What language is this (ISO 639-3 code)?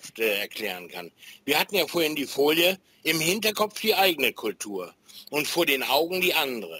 deu